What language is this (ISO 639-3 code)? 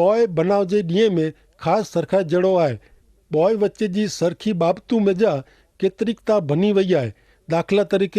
kfr